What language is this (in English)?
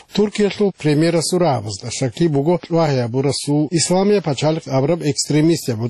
Avaric